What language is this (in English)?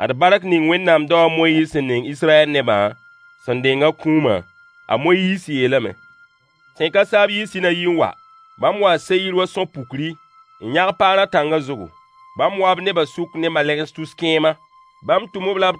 Mossi